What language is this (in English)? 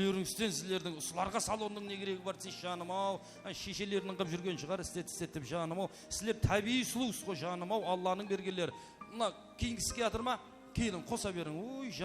Kara-Kalpak